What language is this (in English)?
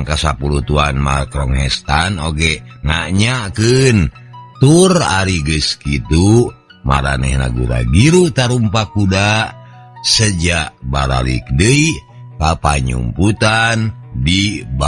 Sundanese